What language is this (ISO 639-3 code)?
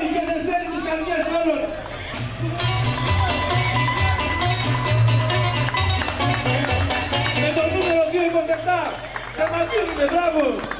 ell